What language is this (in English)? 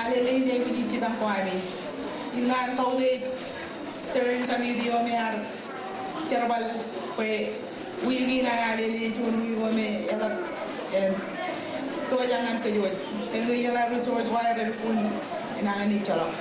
Marshallese